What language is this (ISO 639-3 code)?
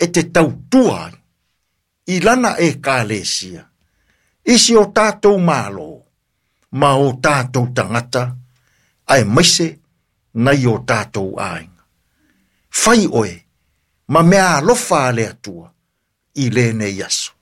smo